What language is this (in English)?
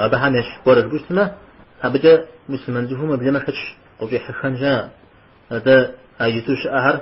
Kabardian